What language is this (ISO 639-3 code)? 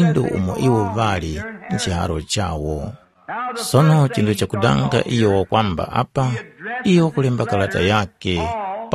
tum